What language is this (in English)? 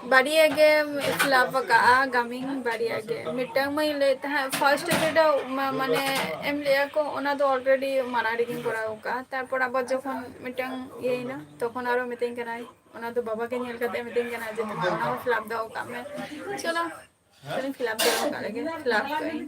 Santali